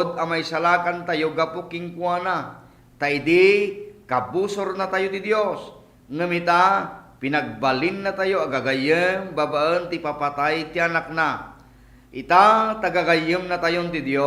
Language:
Iloko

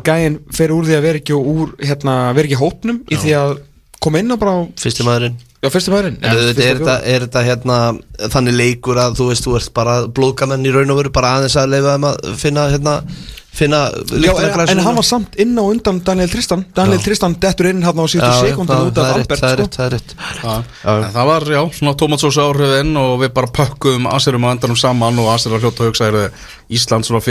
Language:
Icelandic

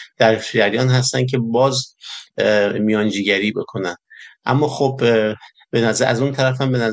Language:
Persian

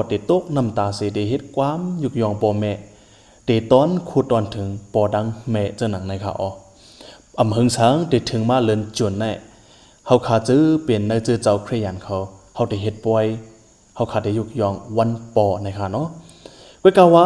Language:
Shan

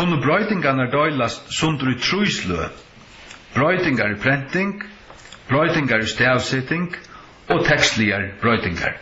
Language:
Faroese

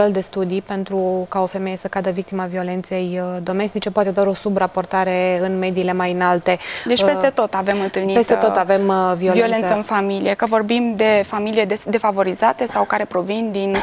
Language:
Romanian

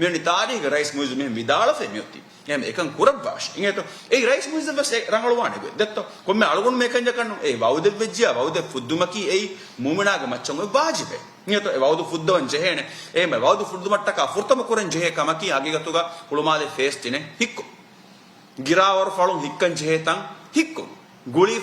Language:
Divehi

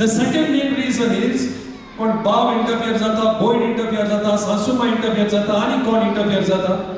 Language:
Konkani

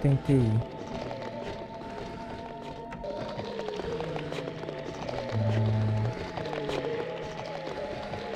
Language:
Portuguese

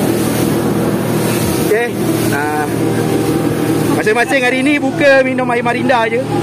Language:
Malay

